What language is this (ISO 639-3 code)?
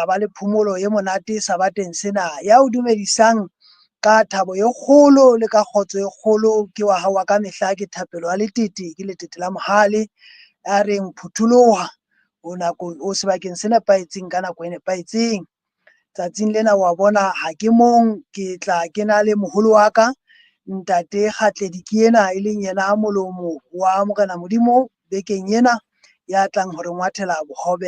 sot